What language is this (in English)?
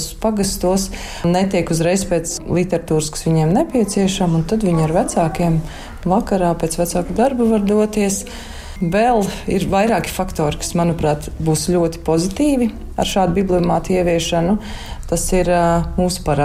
Latvian